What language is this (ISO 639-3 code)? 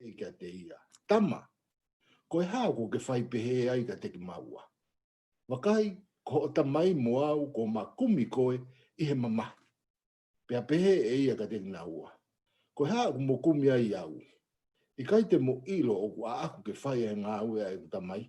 ton